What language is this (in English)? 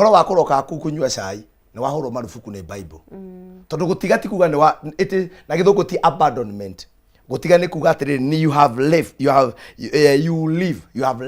Kikuyu